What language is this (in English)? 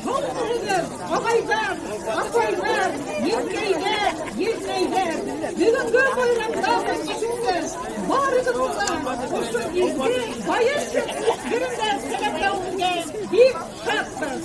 Bashkir